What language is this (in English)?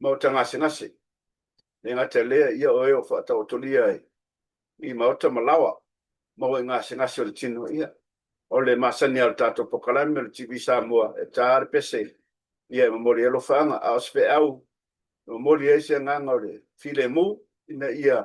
Samoan